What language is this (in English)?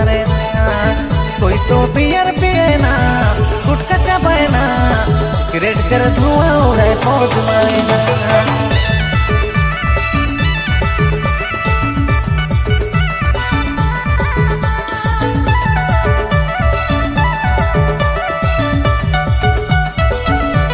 Sadri